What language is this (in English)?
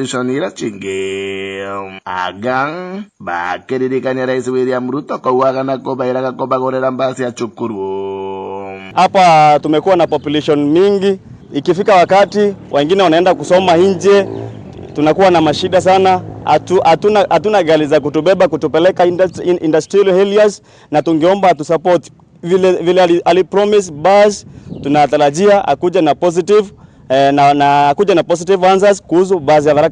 Meru